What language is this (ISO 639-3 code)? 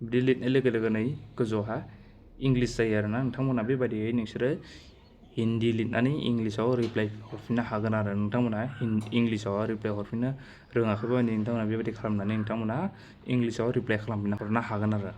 brx